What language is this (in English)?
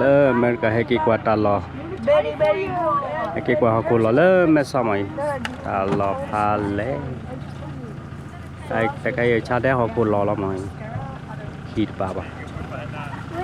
S'gaw Karen